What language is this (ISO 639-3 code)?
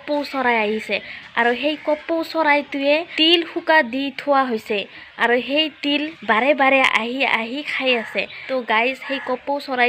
asm